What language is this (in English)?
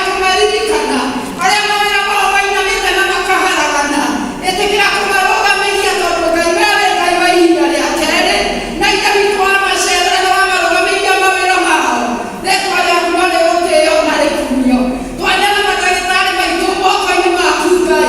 Kikuyu